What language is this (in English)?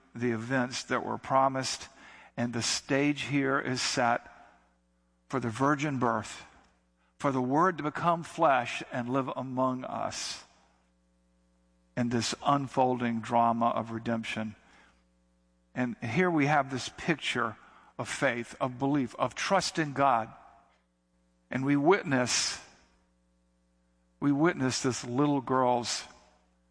English